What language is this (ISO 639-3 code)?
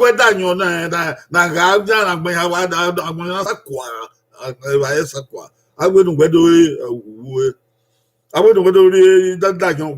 bin